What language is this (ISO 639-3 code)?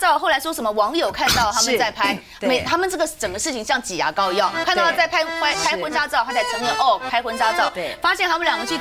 zho